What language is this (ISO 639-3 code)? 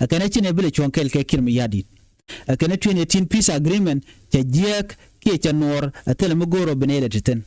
nus